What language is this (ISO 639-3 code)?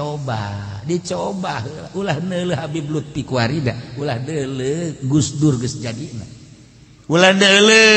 sun